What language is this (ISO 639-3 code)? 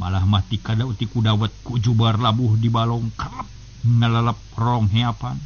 sun